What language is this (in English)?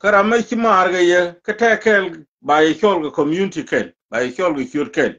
Nuer